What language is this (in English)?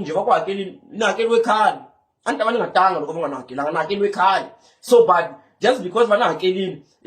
Tsonga